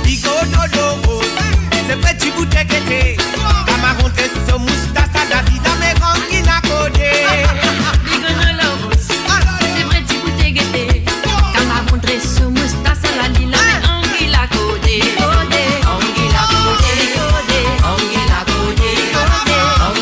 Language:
Morisyen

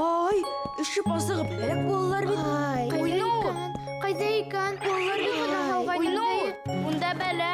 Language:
Bashkir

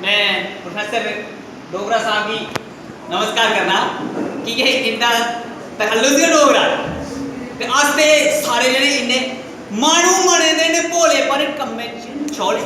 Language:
Dogri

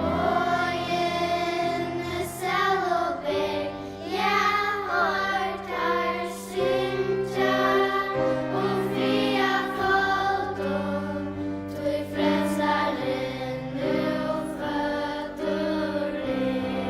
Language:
Faroese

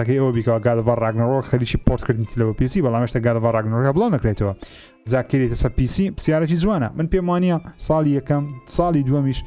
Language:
Central Kurdish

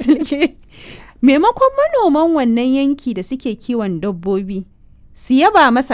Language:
Hausa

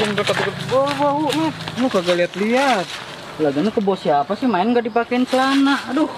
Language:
Betawi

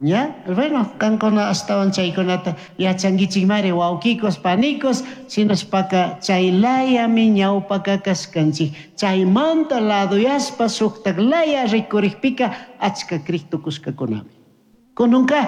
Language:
Chimborazo Highland Quichua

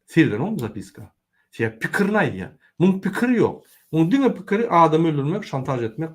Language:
Turkmen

